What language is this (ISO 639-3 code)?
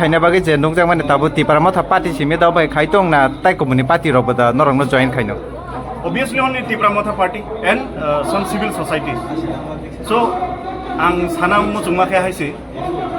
ria